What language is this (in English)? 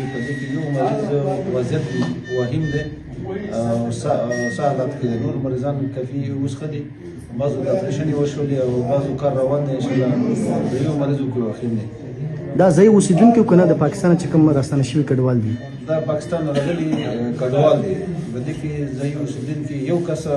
Pashto